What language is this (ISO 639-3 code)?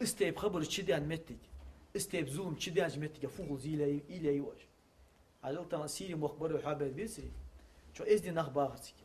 inh